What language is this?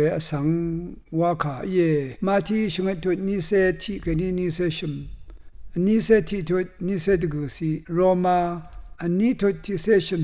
Rawang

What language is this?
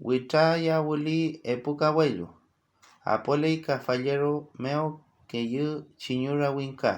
Mapuche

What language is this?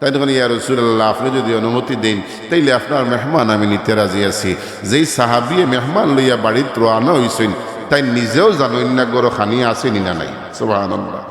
Sylheti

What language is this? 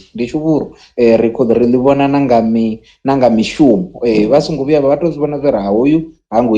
Venda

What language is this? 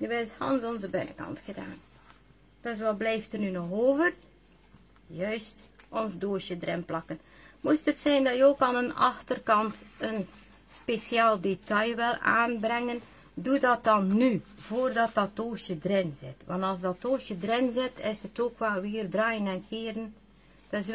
Dutch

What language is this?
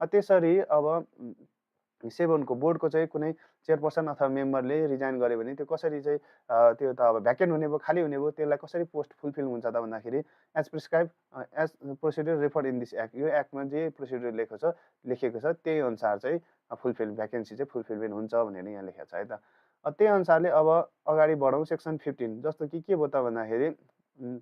Nepali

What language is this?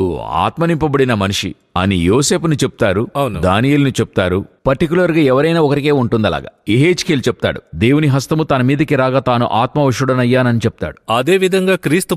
Telugu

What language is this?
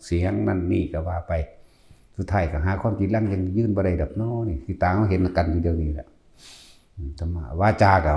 Northeastern Thai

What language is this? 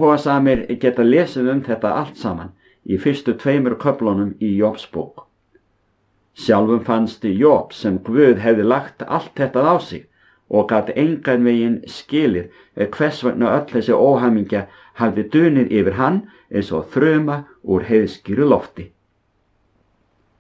Icelandic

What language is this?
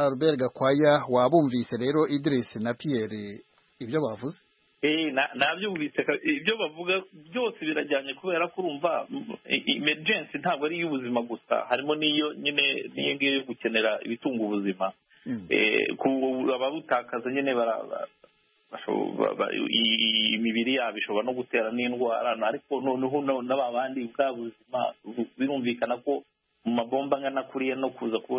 Kinyarwanda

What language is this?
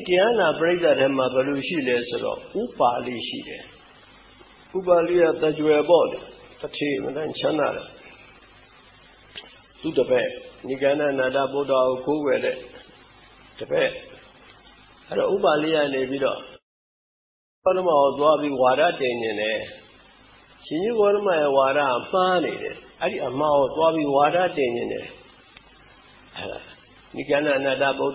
Burmese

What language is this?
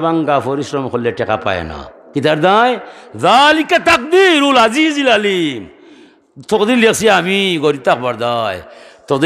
Sylheti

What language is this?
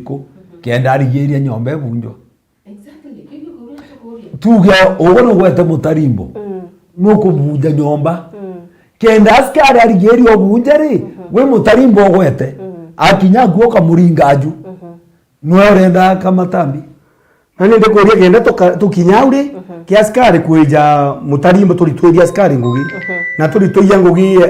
Meru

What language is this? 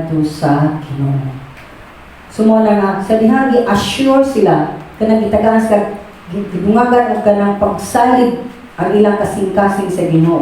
Cebuano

